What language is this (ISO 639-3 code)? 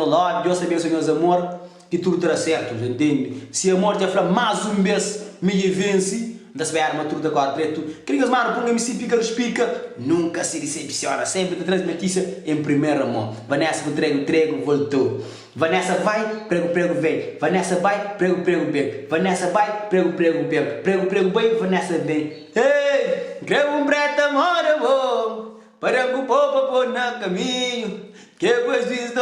kea